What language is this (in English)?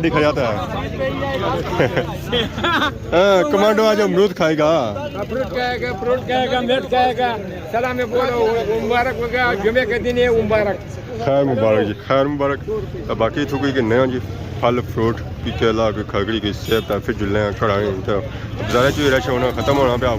Pahari-Potwari